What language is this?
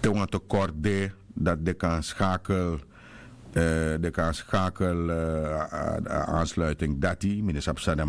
Sranan Tongo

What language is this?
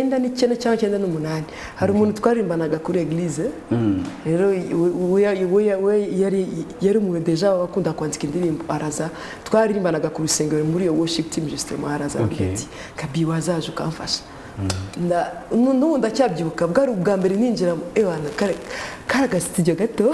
Kinyarwanda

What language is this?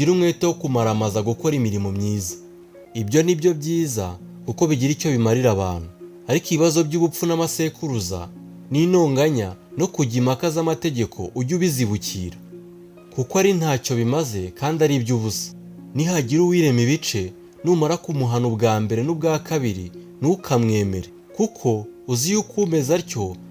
Kinyarwanda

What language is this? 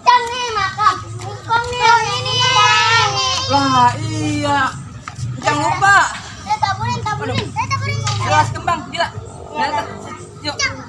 Betawi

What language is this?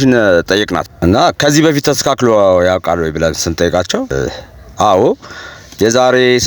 Amharic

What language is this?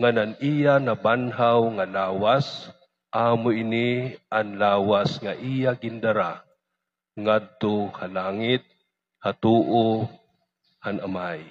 Waray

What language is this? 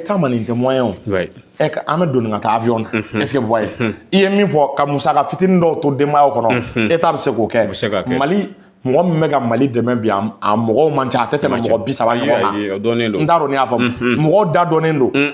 Bambara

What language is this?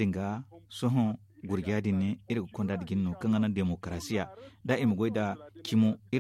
Zarma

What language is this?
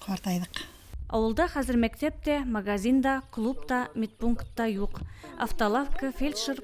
Tatar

